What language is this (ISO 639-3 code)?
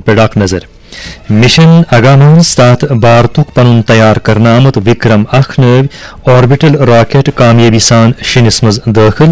kas